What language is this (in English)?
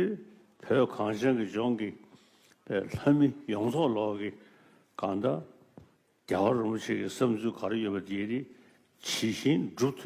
Tibetan